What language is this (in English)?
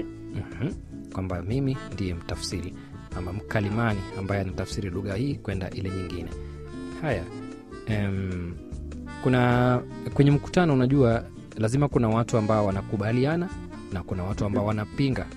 Swahili